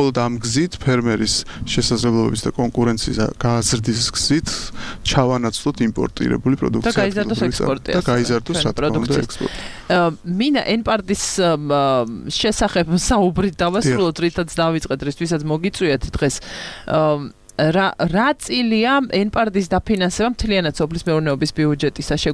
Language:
Georgian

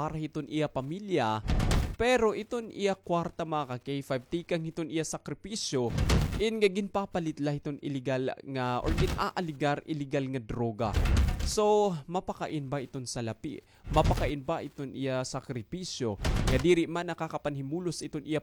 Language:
Waray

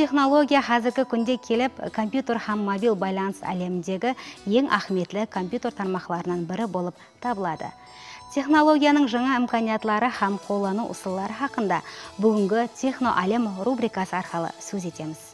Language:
Kara-Kalpak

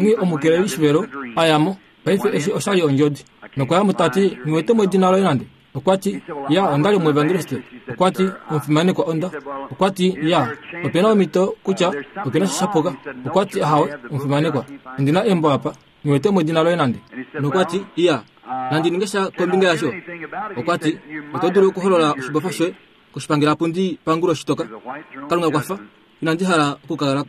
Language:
Kuanyama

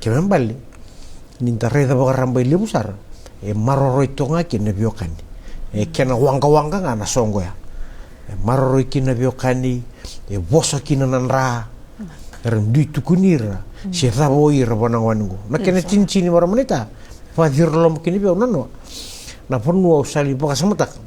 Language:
Fijian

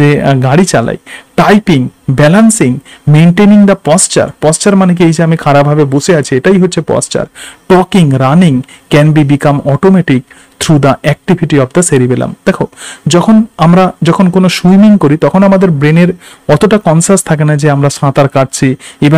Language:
Bangla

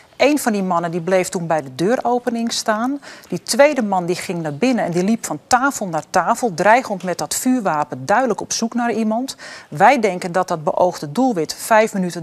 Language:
Dutch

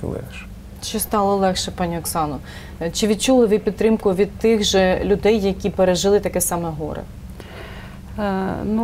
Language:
Ukrainian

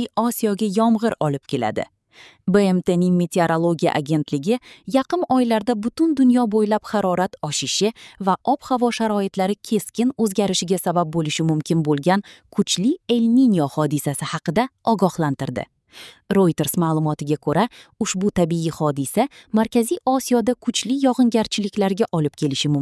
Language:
Uzbek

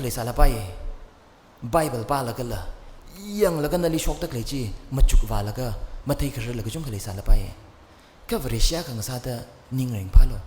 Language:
Tangkhul Naga (India)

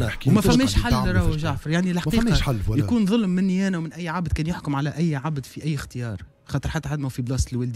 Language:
Tunisian Arabic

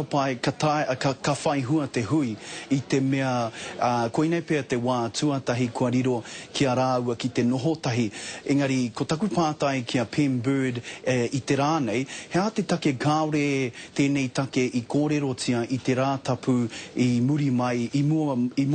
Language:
Māori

